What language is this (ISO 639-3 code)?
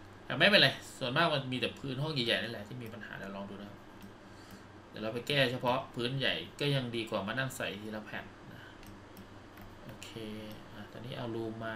tha